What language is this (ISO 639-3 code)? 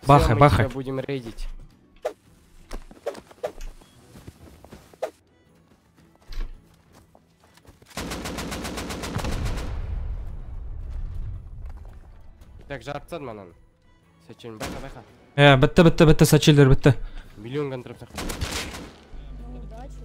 kaz